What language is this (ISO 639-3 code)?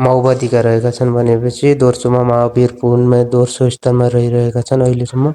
nep